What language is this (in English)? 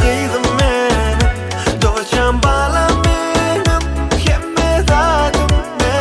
Turkmen